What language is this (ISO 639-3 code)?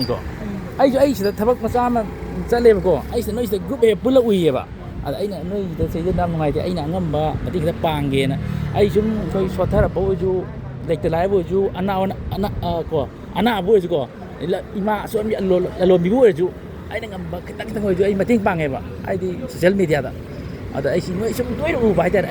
mni